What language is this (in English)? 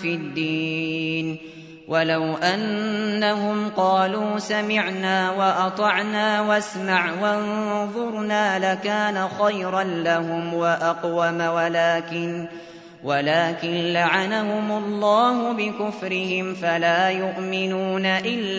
Arabic